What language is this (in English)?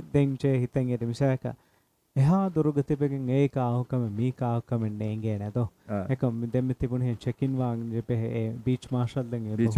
Divehi